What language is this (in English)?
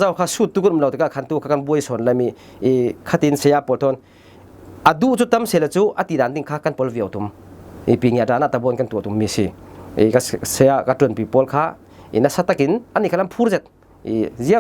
Falam Chin